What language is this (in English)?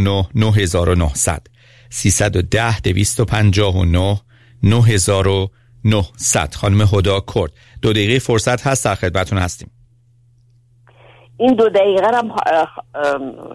Persian